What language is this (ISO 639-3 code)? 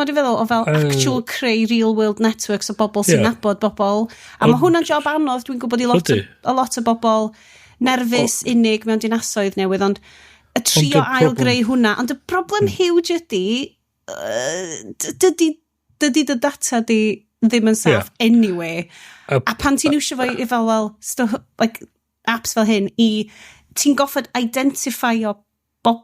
cym